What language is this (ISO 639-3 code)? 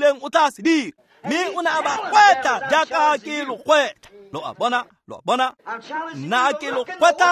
tsn